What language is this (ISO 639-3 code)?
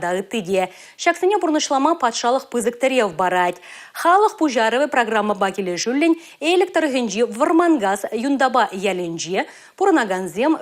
chv